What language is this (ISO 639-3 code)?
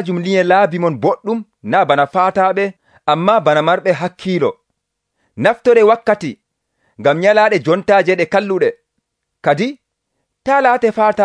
fuv